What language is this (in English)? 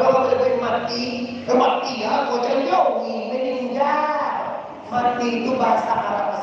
Minangkabau